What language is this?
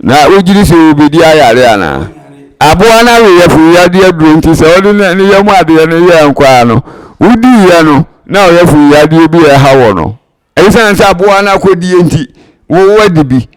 Akan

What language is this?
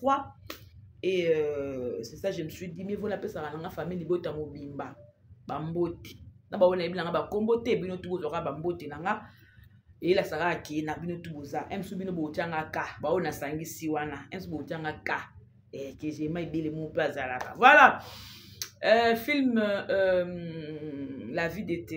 Lingala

